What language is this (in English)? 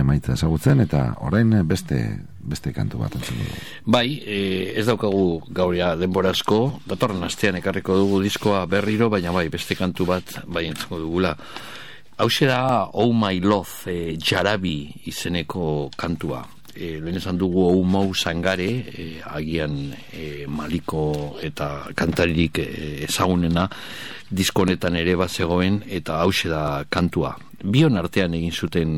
Basque